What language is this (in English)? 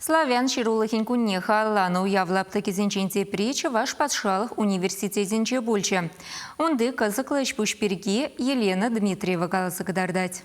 Chuvash